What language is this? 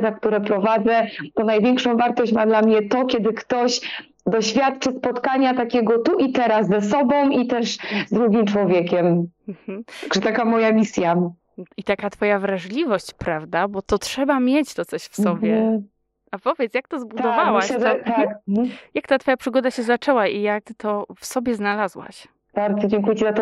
Polish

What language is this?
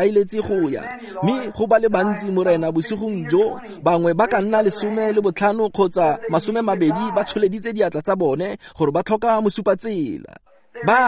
Tswana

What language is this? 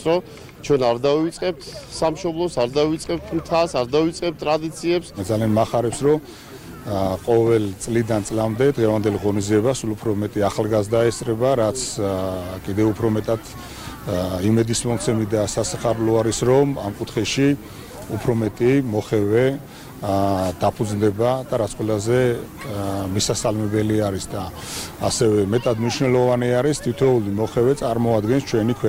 Georgian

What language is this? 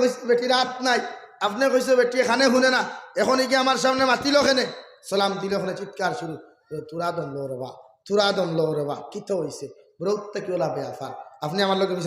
Sylheti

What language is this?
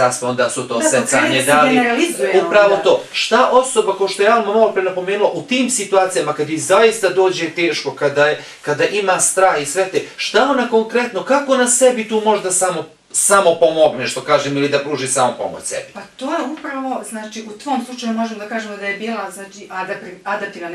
Bosnian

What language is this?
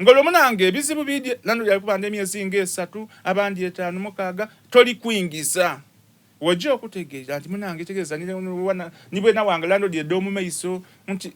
Soga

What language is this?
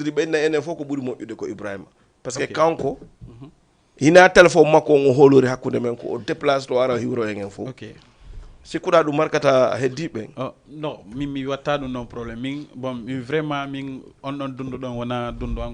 Fula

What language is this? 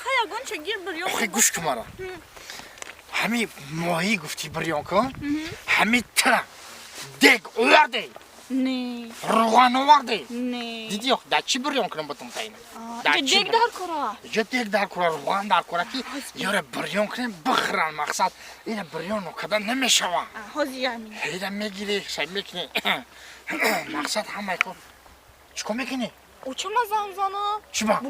Tajik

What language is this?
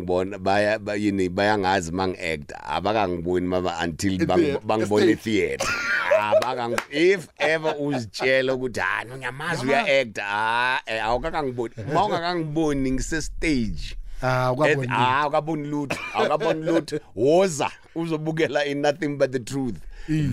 South Ndebele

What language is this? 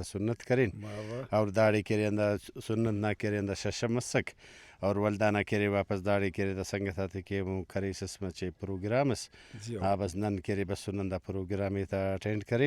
Brahui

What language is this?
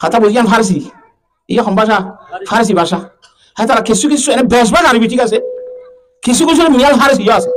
Rohingya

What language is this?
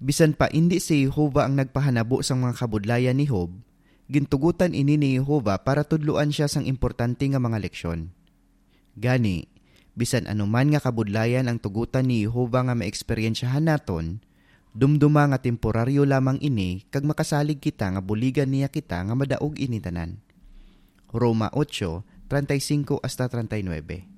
Hiligaynon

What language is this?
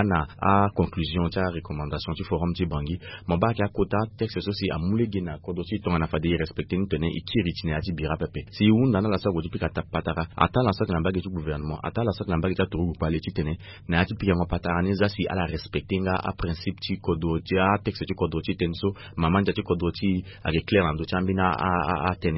Sango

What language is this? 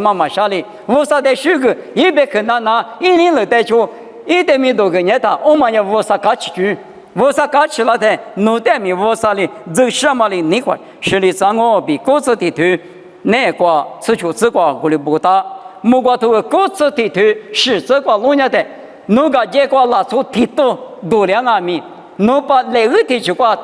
Lisu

